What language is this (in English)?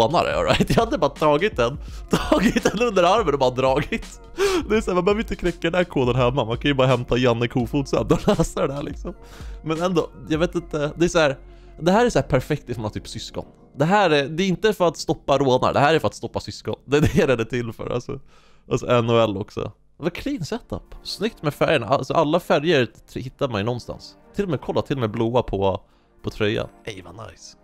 Swedish